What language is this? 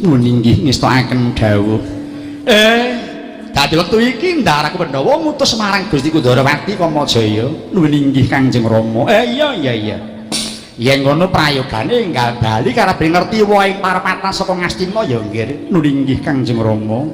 Javanese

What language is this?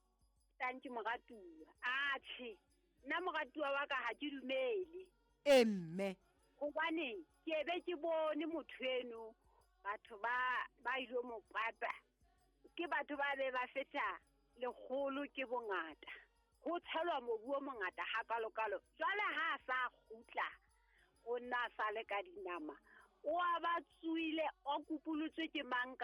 Southern Sotho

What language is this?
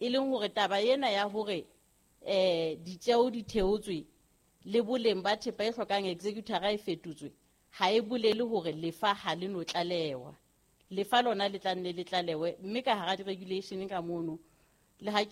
Southern Sotho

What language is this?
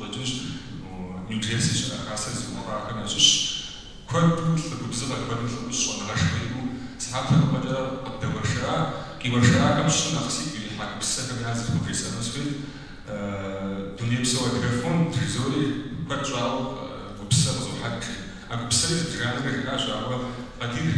Kabardian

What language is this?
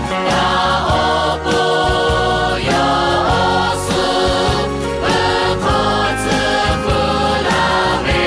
Lahu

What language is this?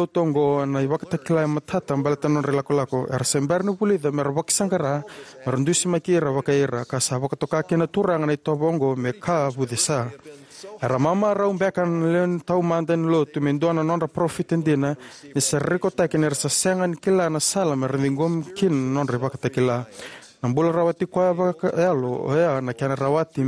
Fijian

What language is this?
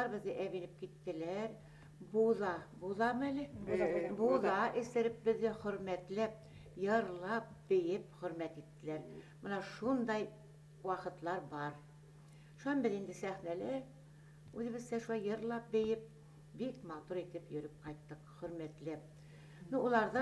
Bashkir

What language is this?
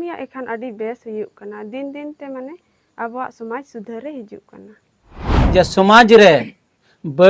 Santali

